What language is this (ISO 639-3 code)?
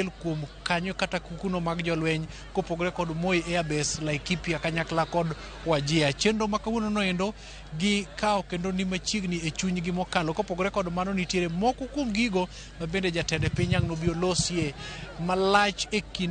luo